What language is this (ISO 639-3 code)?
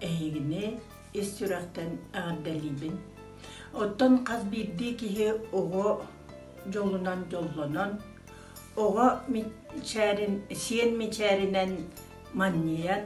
sah